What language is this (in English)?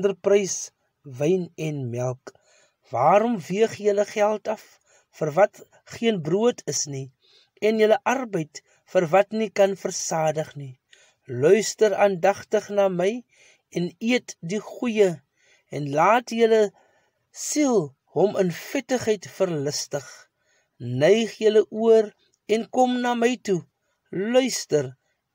Afrikaans